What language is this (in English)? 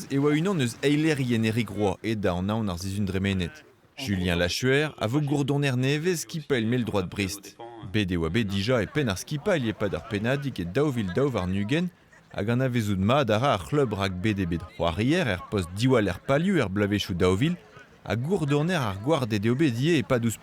Breton